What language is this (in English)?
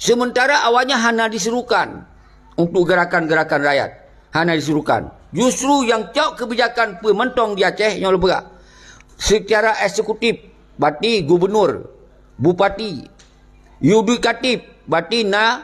Achinese